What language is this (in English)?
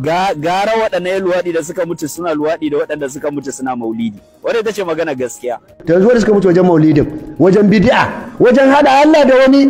Hausa